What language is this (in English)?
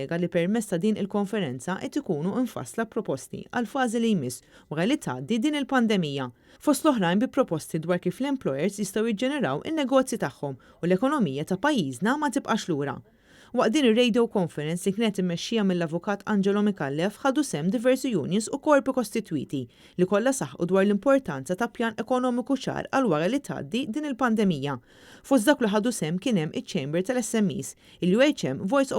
Maltese